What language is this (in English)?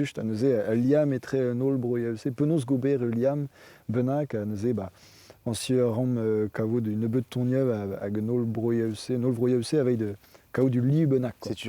Breton